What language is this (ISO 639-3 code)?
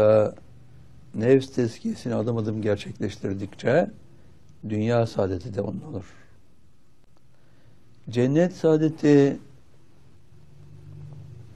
tur